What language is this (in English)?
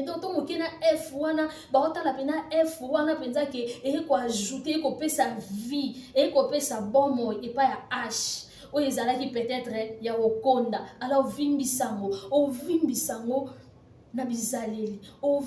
Lingala